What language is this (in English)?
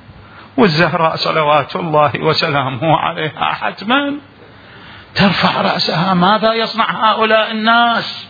Mesopotamian Arabic